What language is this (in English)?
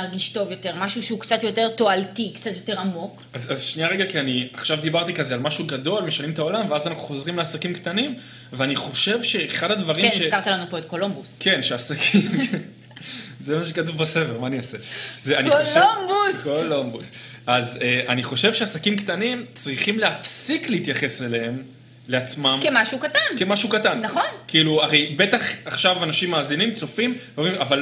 Hebrew